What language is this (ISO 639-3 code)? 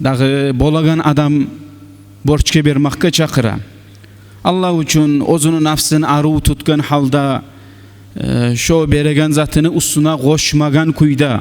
kum